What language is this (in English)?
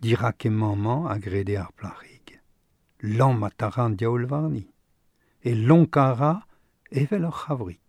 Breton